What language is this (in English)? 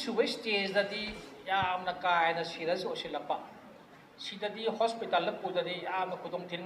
Manipuri